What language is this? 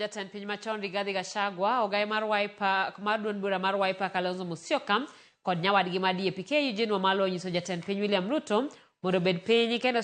Luo (Kenya and Tanzania)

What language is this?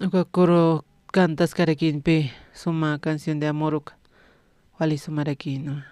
Aymara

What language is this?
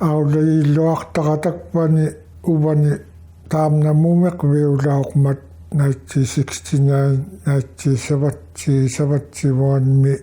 Inuktitut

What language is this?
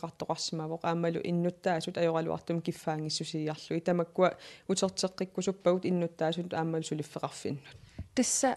Kalaallisut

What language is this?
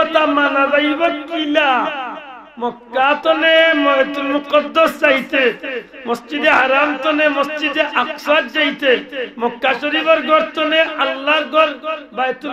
Sylheti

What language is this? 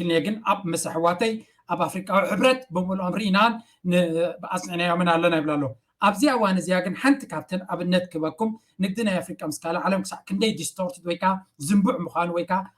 Tigrinya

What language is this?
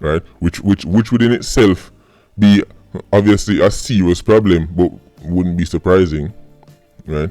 Jamaican Creole English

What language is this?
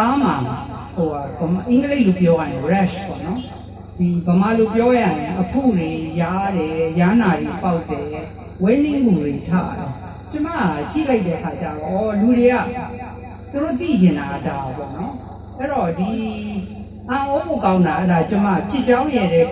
Burmese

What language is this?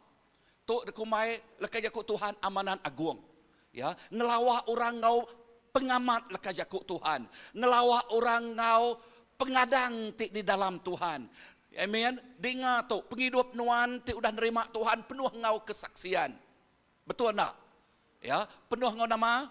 Iban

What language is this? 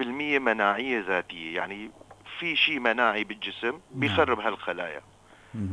North Levantine Arabic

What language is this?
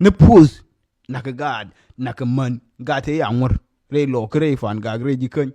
Nuer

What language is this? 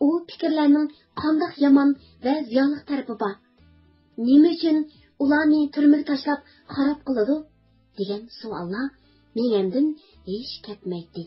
Uyghur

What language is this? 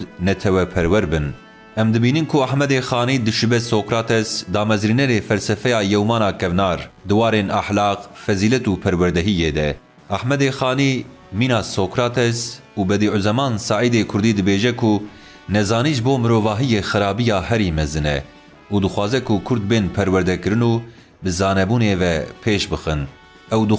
Kurdish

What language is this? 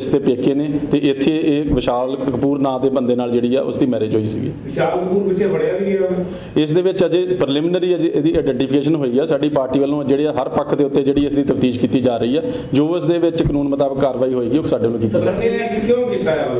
Punjabi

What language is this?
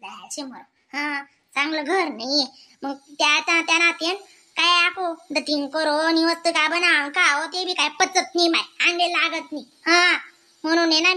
Khandesi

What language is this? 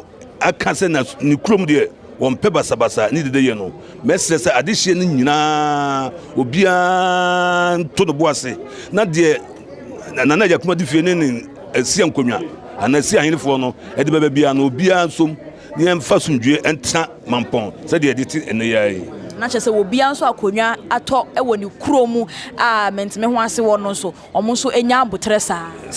Akan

